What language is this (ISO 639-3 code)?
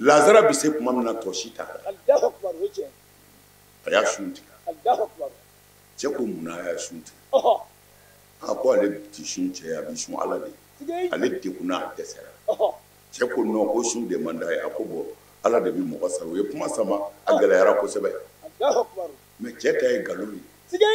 bam